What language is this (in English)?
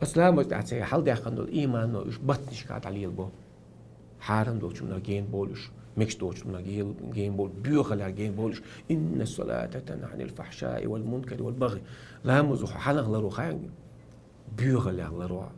Chechen